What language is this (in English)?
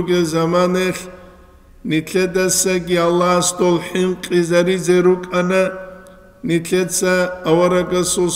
Avaric